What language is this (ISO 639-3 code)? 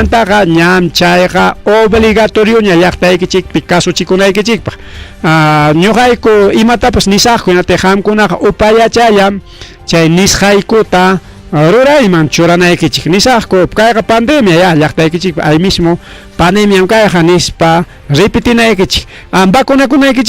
quy